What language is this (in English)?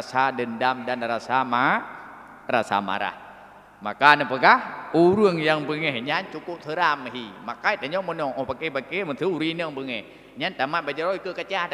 Achinese